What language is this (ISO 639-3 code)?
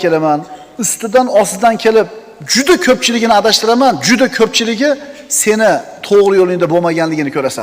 uzb